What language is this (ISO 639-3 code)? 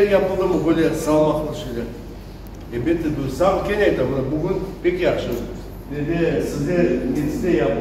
crh